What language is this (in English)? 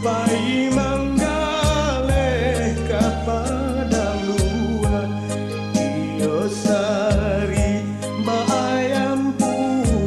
Minangkabau